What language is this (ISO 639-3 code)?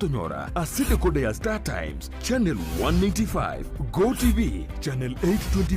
guz